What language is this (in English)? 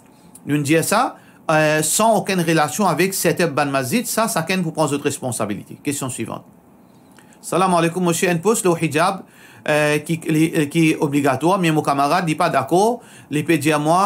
Morisyen